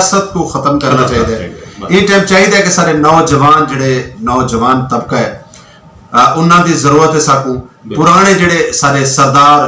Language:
Saraiki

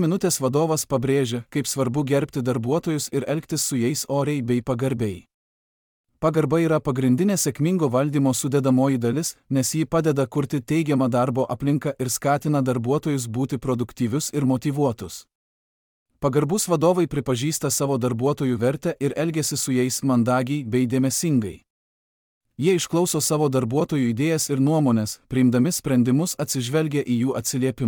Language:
Lithuanian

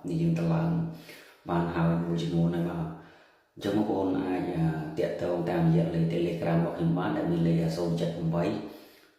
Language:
Khmer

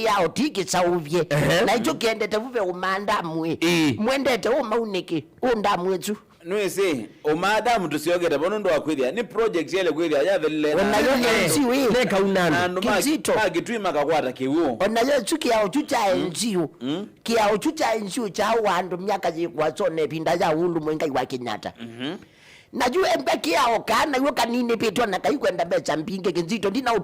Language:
Kamba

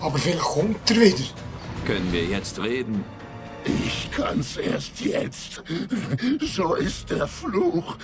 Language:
Swiss German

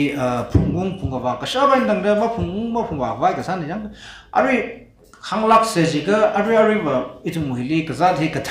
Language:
Tangkhul Naga (India)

